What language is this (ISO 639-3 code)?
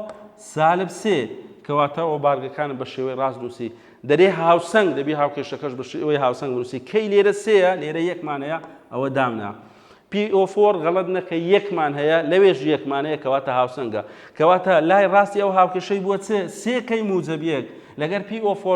ckb